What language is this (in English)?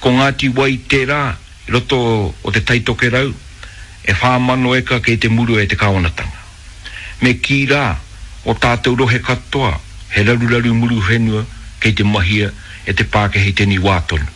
Māori